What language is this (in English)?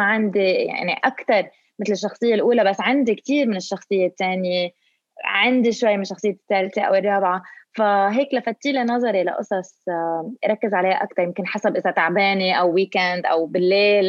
North Levantine Arabic